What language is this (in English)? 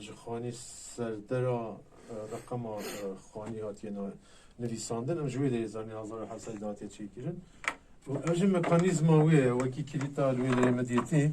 Kurdish